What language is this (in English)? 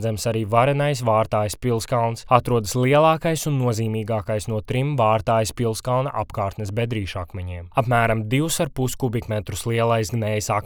Latvian